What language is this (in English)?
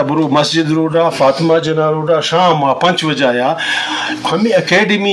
Eastern Balochi